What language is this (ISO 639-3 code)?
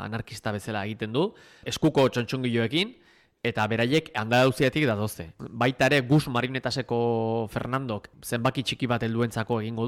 eus